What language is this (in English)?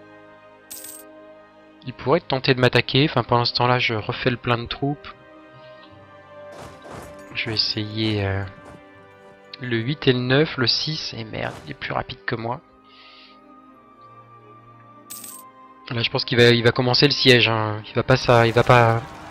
French